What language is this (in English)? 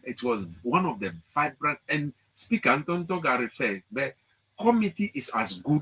Ewe